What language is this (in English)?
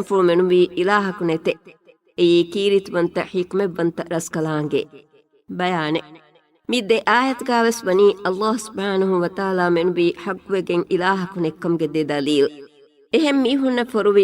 Divehi